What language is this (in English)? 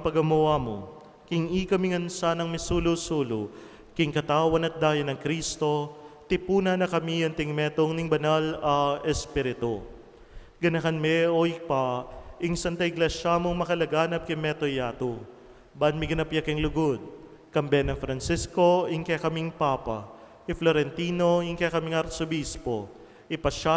Pampanga